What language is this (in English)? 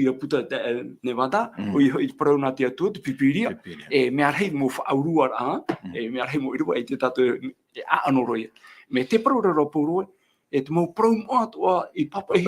Tahitian